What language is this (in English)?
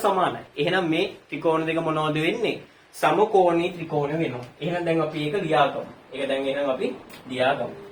Sinhala